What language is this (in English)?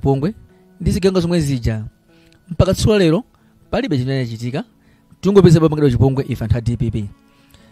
Nyanja